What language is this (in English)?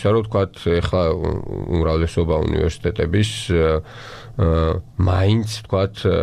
Georgian